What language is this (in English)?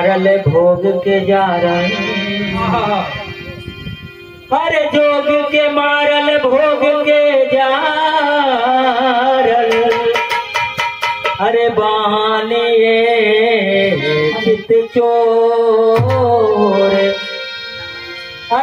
Bhojpuri